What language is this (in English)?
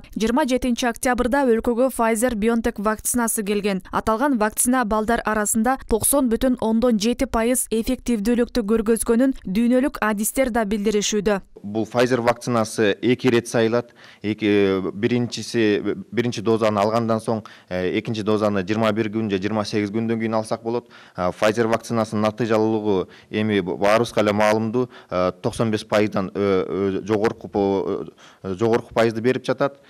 Kyrgyz